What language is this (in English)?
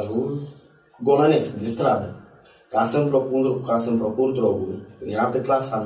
Romanian